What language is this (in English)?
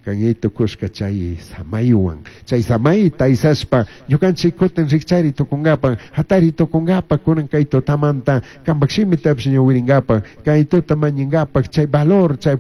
Chimborazo Highland Quichua